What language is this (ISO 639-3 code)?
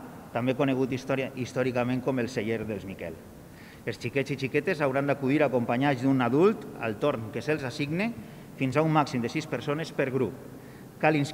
cat